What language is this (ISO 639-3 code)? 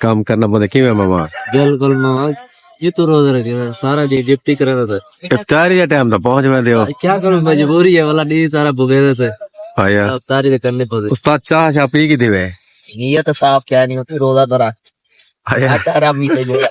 skr